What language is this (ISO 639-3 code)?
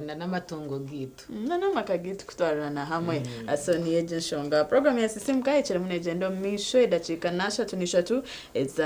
nyn